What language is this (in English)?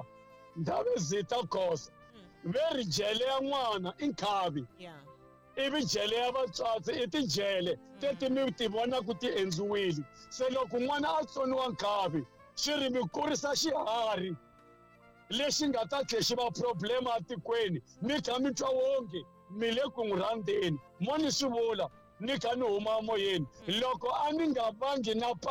Tsonga